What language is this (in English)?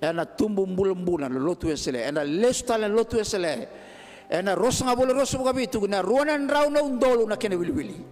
Fijian